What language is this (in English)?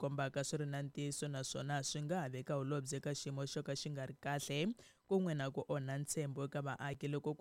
Tsonga